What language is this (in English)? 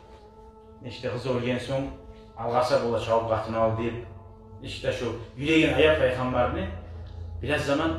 Kumyk